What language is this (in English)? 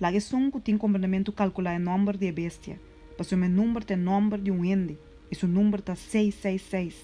Papiamento